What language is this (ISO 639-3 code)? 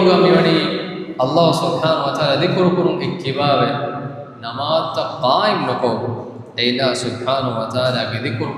div